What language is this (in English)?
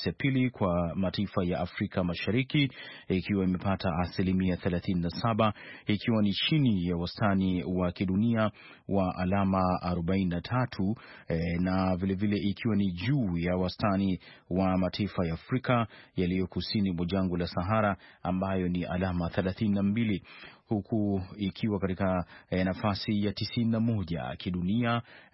Swahili